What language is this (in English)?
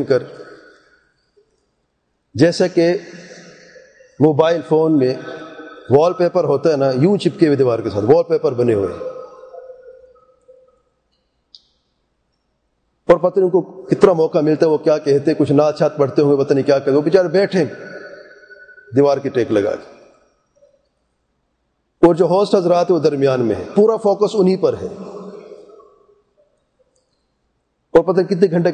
Urdu